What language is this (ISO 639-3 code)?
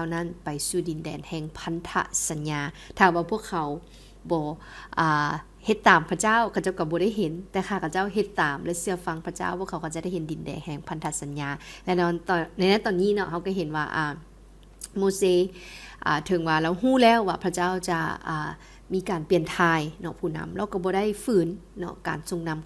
lao